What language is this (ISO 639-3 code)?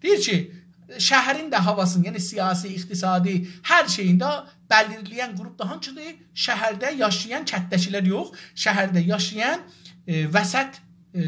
azb